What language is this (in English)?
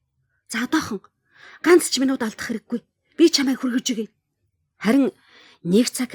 Mongolian